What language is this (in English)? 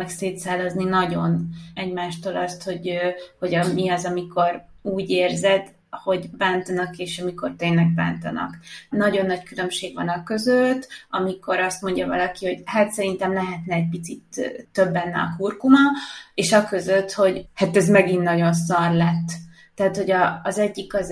Hungarian